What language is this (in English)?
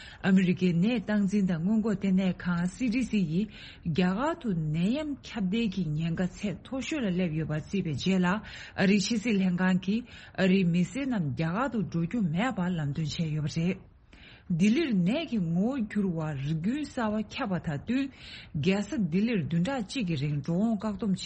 Tibetan